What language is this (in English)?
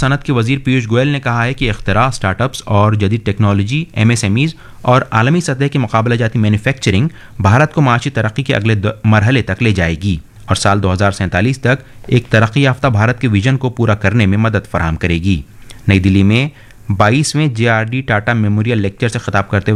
Urdu